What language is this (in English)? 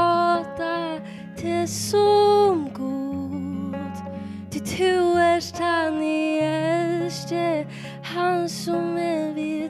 Faroese